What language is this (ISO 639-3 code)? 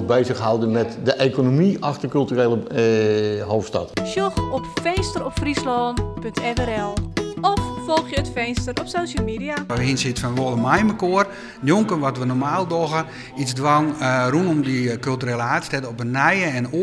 fry